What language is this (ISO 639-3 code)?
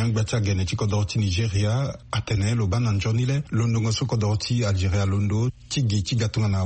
sag